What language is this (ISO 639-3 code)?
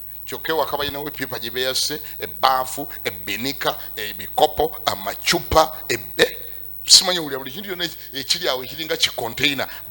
lug